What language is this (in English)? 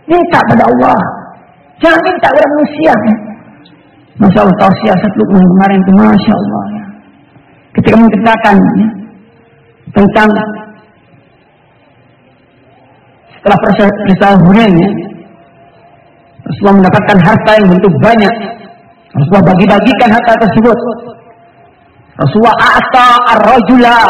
Indonesian